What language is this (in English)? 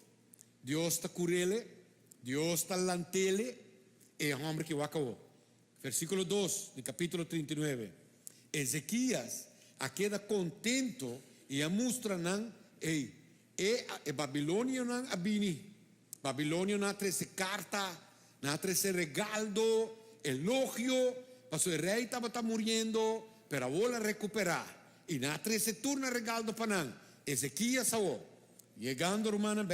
Papiamento